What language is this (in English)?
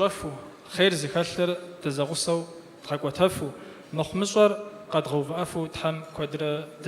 Kabardian